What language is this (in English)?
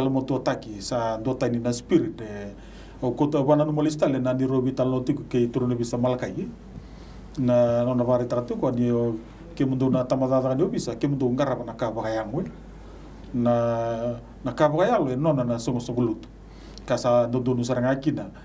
Fijian